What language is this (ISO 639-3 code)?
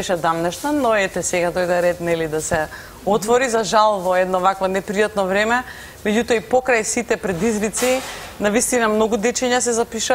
mkd